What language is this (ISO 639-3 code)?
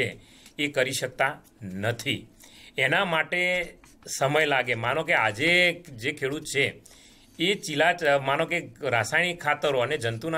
guj